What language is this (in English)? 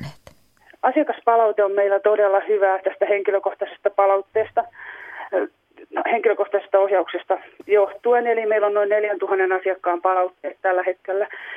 Finnish